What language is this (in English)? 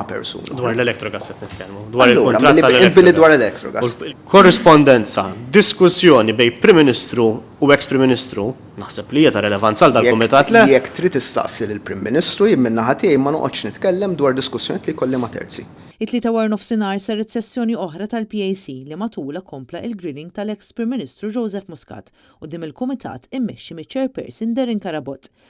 Maltese